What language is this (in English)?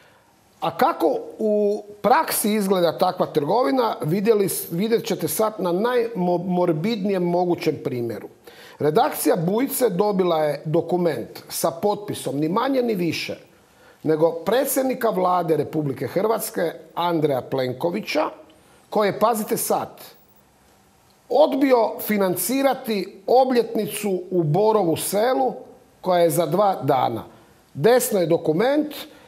Croatian